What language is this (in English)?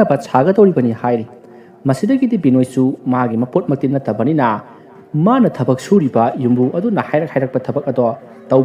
Manipuri